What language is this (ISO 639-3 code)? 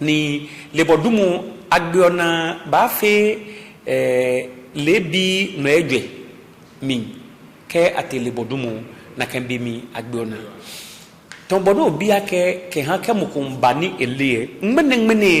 gaa